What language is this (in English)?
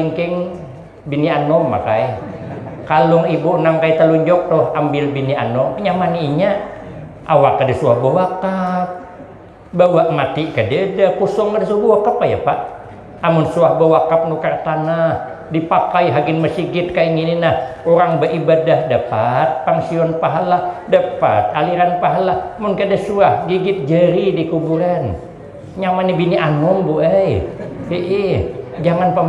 Banjar